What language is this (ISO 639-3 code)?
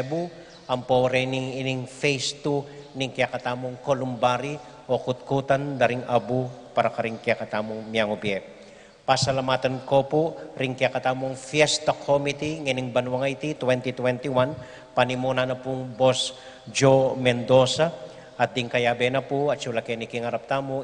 pam